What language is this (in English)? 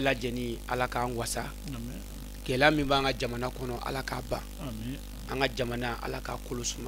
Bambara